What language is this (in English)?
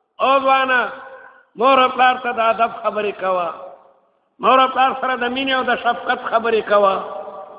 Pashto